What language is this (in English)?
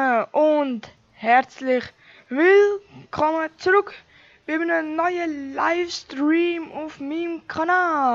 Swiss German